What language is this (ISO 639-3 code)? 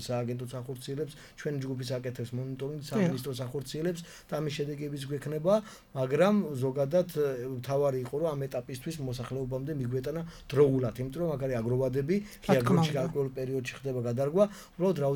kat